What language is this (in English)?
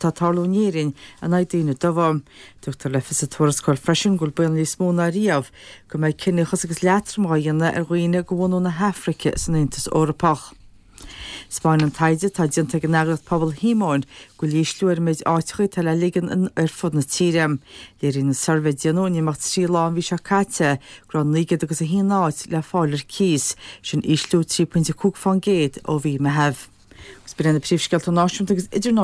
Irish